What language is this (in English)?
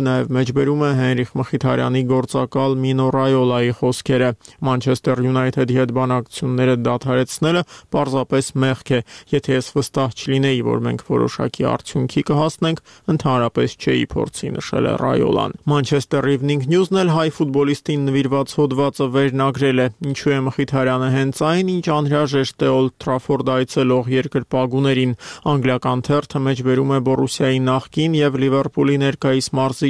Armenian